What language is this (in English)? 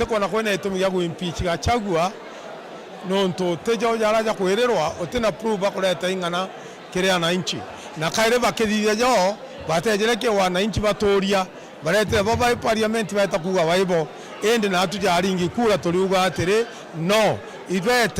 Meru